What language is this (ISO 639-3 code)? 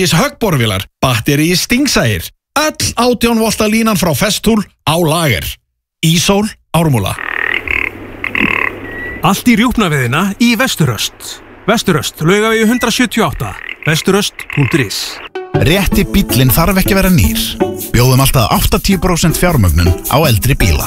isl